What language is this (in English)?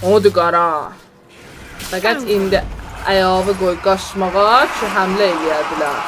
South Azerbaijani